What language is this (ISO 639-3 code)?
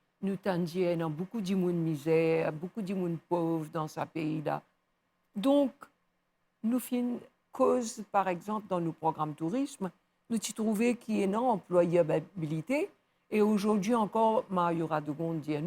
mfe